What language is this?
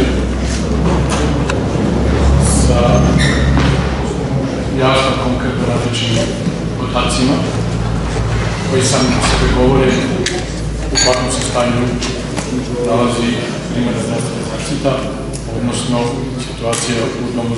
Serbian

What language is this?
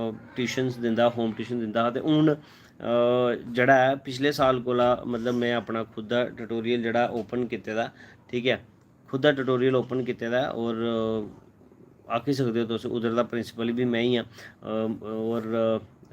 Dogri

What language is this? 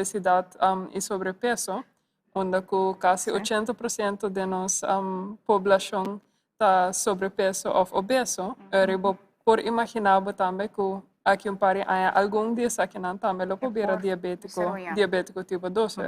Papiamento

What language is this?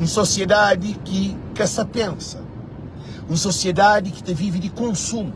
Kabuverdianu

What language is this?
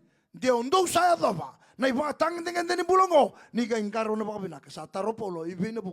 Fijian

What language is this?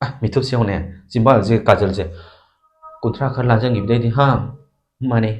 Manipuri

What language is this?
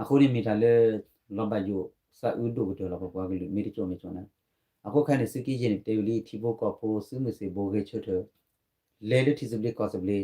S'gaw Karen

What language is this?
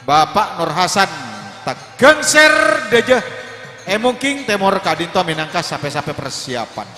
Madurese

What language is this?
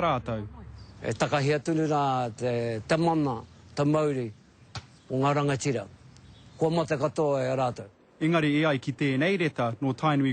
Māori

